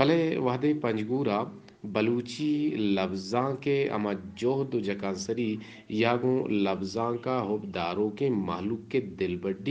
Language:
Eastern Balochi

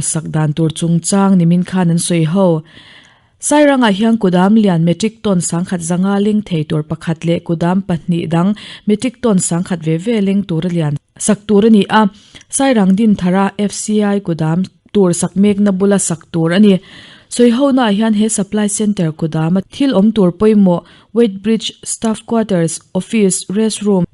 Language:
Mizo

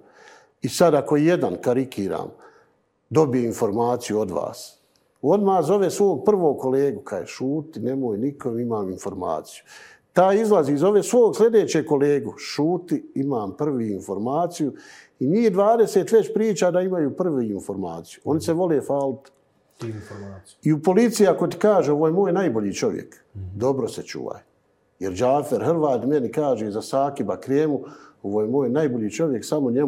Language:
Bosnian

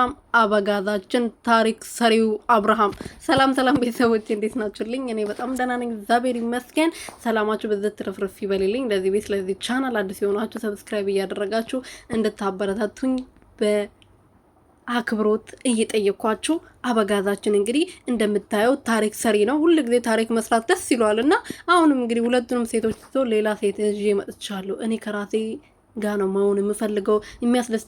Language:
Amharic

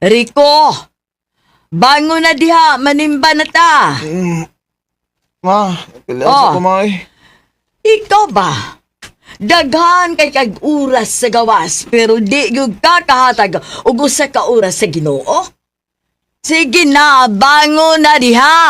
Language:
Cebuano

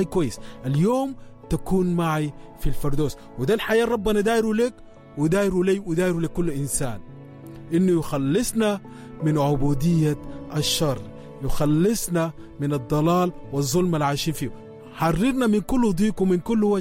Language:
Sudanese Arabic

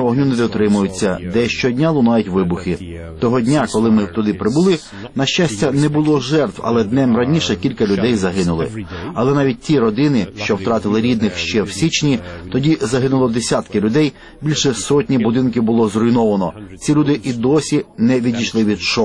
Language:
Ukrainian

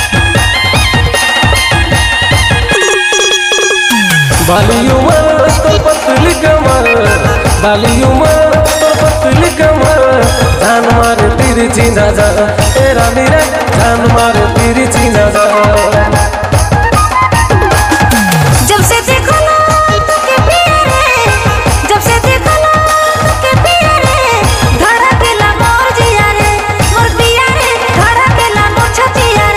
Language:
Sadri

